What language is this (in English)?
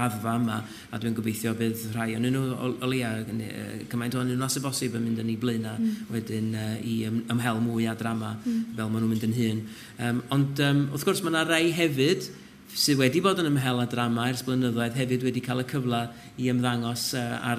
Welsh